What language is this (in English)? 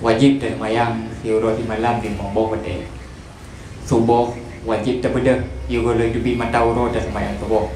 Achinese